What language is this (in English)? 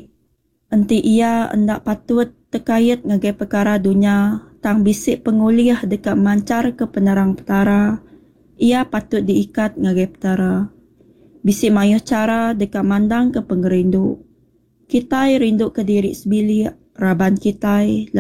Iban